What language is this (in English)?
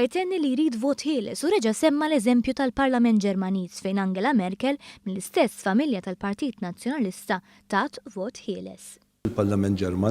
Maltese